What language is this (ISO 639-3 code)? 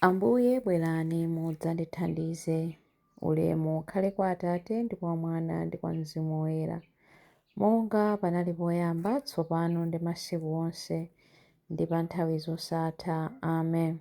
nya